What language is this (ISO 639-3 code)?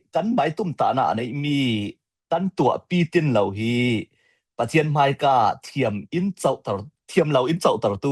cfm